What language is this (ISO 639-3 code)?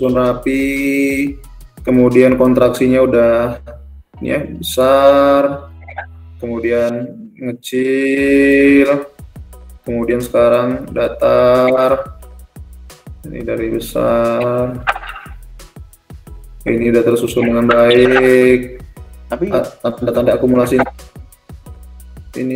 ind